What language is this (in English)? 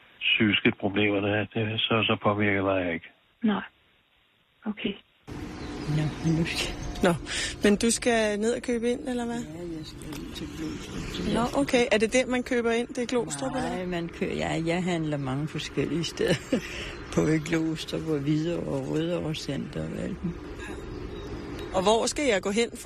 Danish